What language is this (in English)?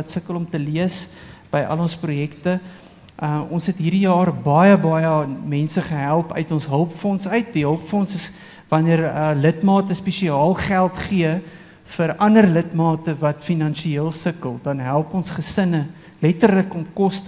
Afrikaans